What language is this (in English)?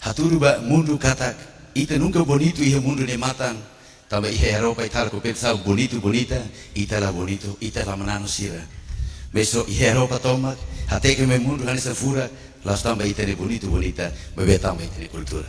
Tetum